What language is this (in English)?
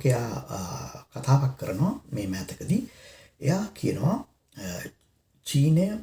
Sinhala